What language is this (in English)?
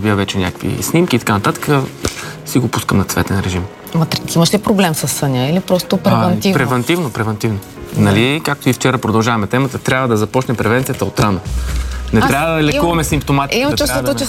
Bulgarian